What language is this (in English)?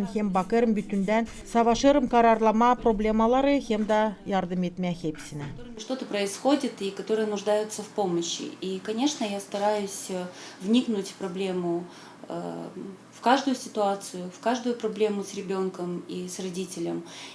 Gagauz